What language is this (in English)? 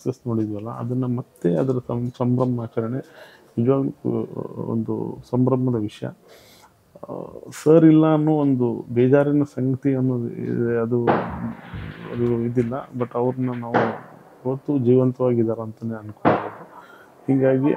Kannada